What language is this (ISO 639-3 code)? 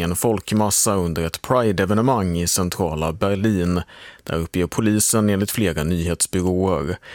swe